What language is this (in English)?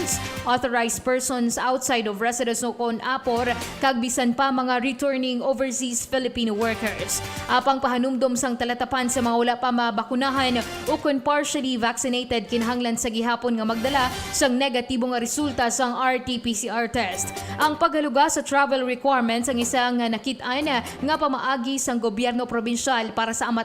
Hiligaynon